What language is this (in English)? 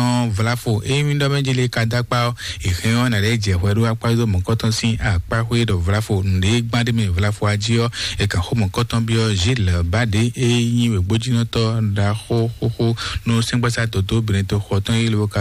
Fon